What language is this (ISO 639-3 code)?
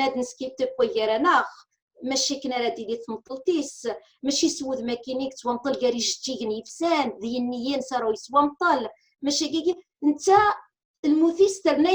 kab